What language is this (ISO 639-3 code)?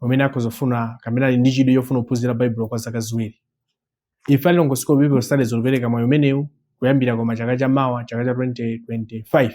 nya